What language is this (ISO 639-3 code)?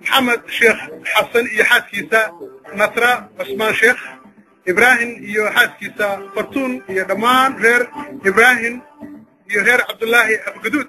som